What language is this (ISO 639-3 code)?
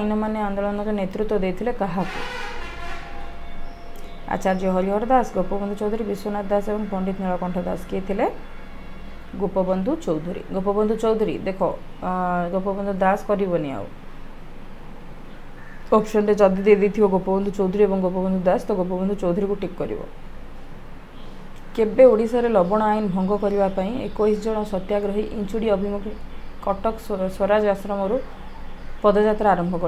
ori